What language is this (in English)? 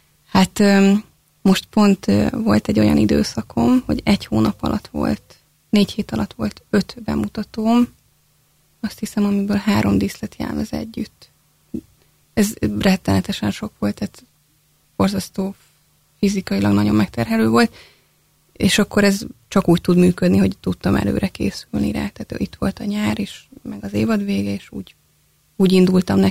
Hungarian